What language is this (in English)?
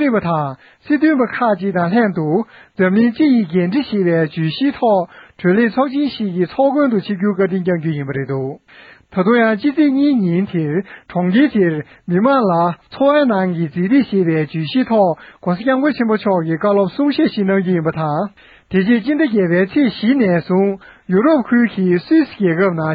Tibetan